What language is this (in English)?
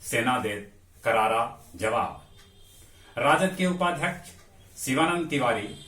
Magahi